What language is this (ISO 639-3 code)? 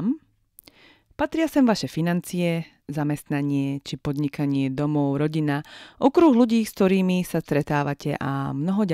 slk